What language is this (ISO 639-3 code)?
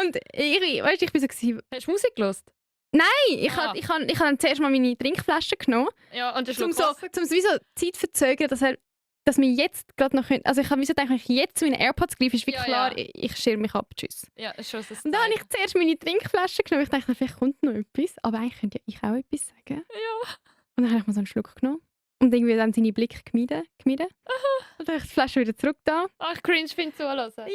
gsw